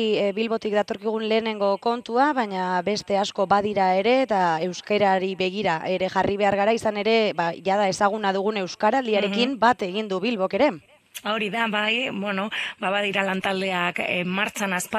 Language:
Basque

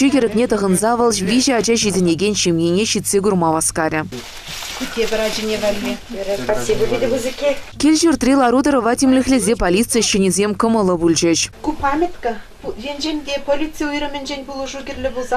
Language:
Chuvash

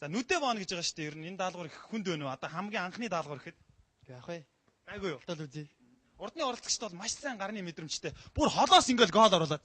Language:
Mongolian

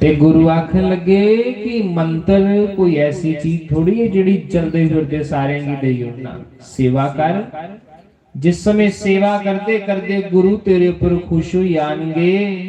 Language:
Dogri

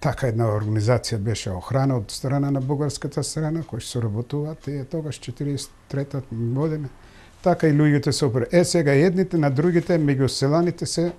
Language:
Macedonian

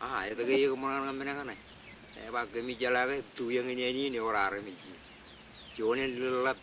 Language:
Marshallese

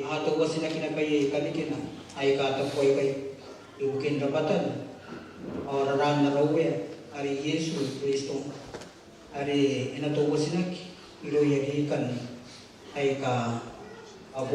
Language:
Gilbertese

